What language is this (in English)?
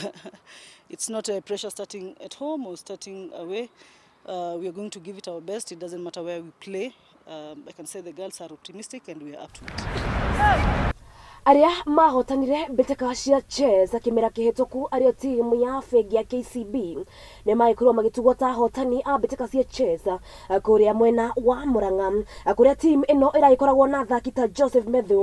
Kikuyu